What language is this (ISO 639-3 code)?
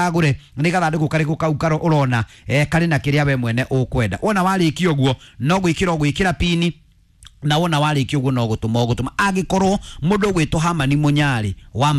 kik